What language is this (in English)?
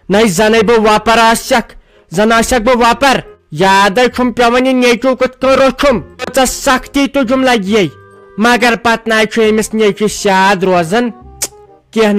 Kashmiri